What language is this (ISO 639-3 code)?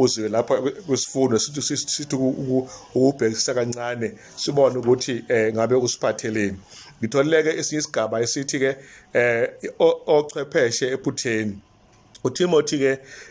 zul